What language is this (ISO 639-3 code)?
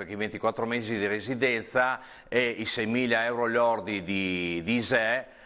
ita